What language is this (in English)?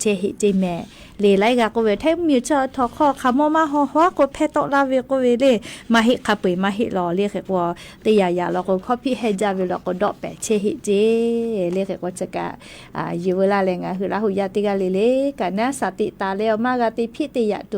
Lahu